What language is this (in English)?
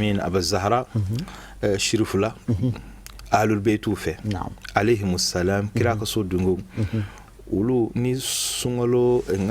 Bambara